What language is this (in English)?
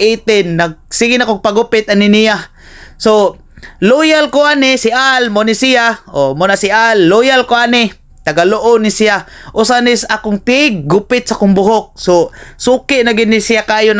Cebuano